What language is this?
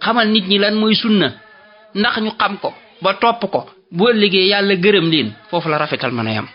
Wolof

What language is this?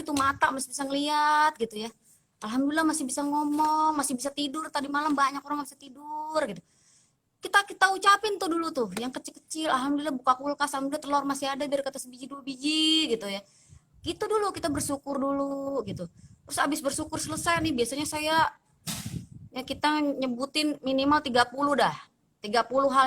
Betawi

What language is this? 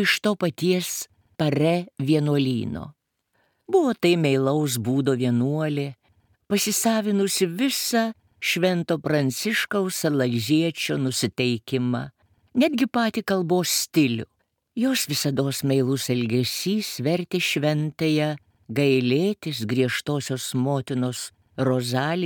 Lithuanian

